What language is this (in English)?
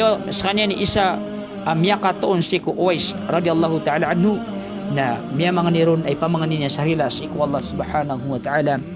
Maranao